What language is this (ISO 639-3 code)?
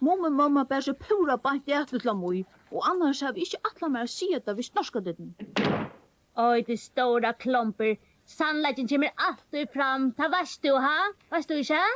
fao